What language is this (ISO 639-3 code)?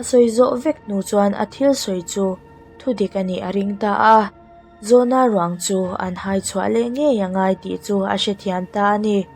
lus